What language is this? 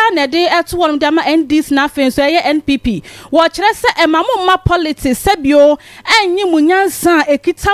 Akan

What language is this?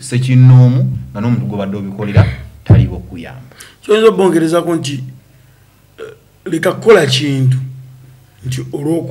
Ganda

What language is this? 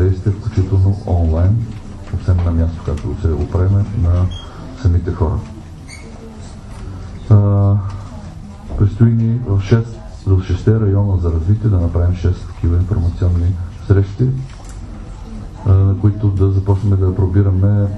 Bulgarian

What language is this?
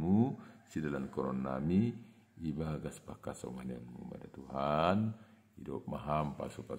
Batak Simalungun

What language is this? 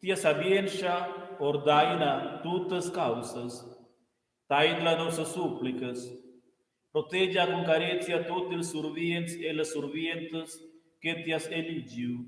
Romansh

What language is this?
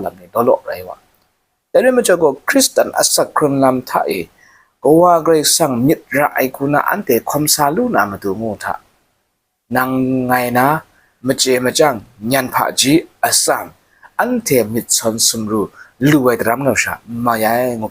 Kachin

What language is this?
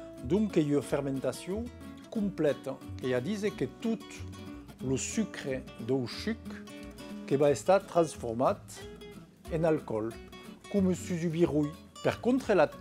Occitan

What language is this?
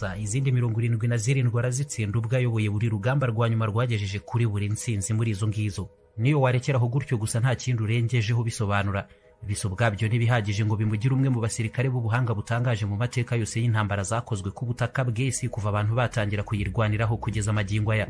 Kinyarwanda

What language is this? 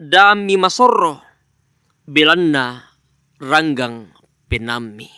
Toraja-Sa'dan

